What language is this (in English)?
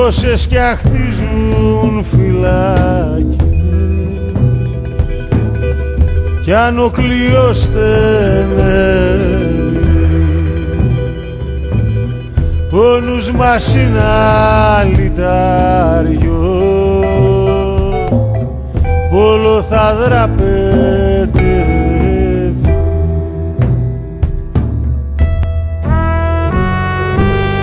Greek